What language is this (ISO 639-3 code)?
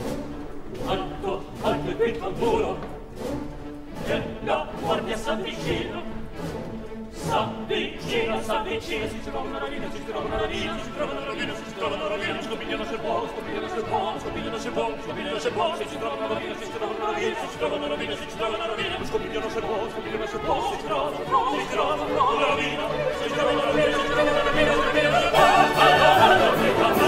ita